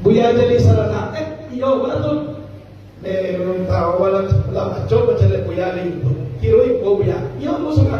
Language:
Minangkabau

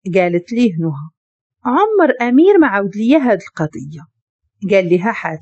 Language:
Moroccan Arabic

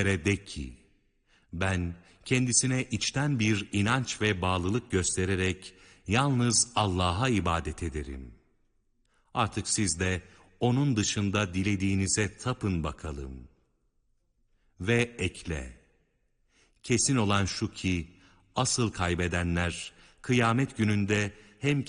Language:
Turkish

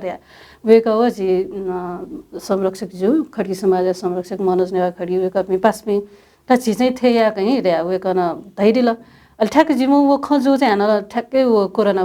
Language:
Newari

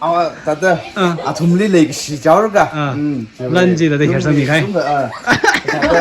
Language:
Tangkhul Naga (India)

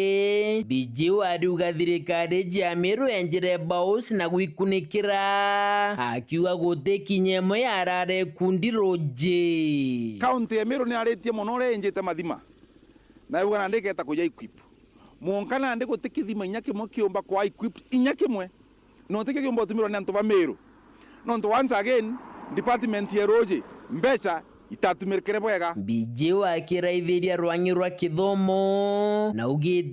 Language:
Meru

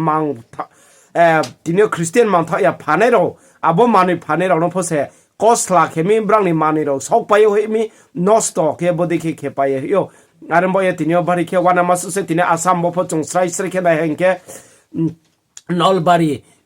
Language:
Riang (India)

